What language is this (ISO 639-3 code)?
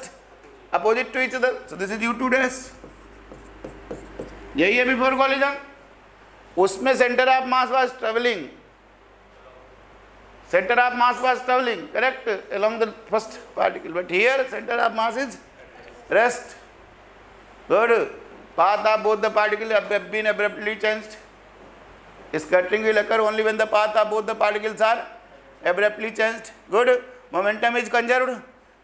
hin